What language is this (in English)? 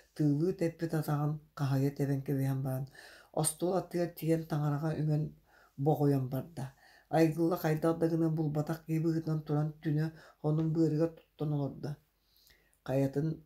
Yakut